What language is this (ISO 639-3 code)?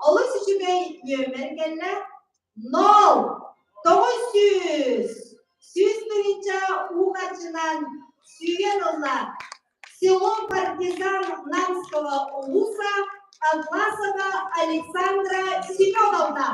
sah